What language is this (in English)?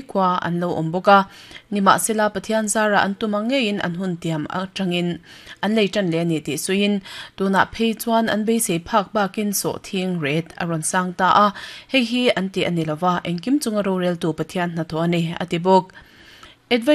Mizo